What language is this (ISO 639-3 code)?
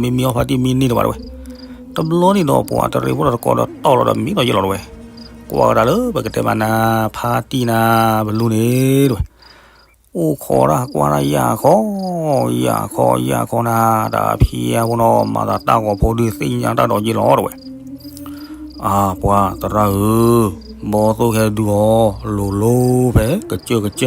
ksw